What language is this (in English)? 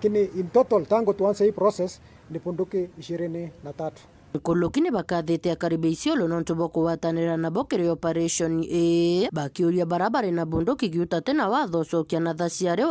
Meru